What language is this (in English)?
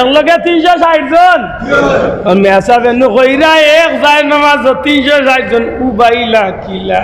Sylheti